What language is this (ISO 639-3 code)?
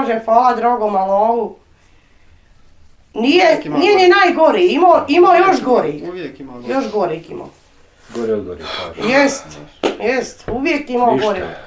bos